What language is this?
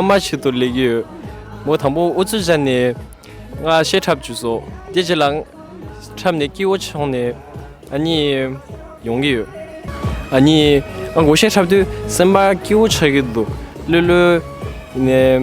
Tibetan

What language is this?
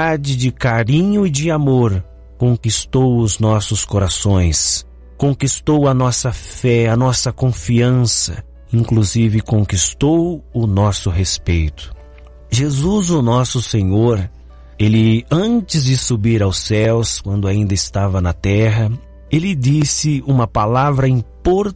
Portuguese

